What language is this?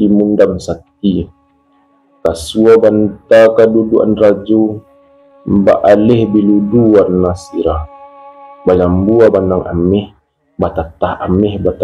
Minangkabau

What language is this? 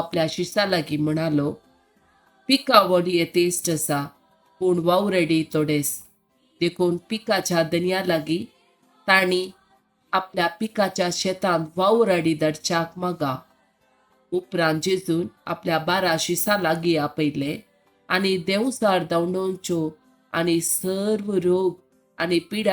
Konkani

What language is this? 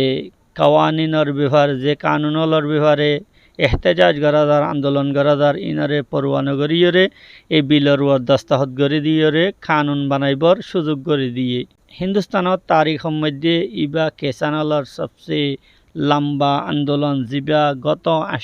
Rohingya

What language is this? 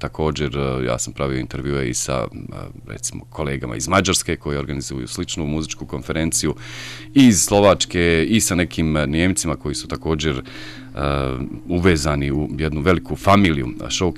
Bosnian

